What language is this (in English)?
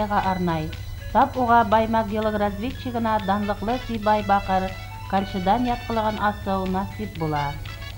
Bashkir